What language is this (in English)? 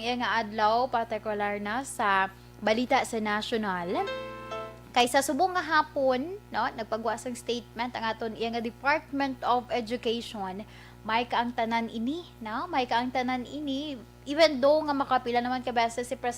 Hiligaynon